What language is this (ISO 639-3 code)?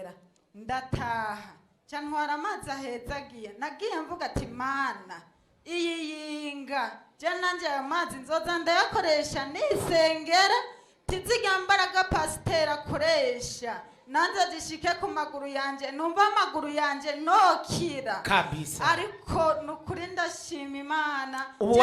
run